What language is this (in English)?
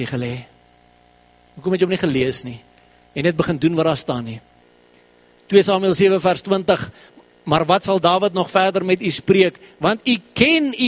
Afrikaans